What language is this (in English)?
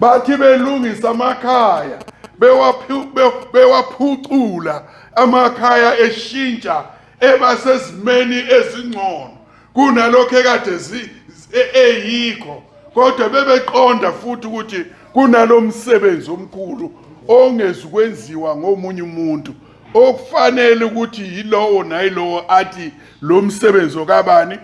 Zulu